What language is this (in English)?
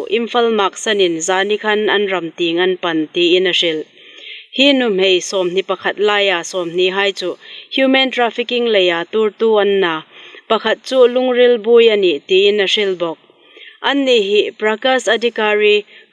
Hmar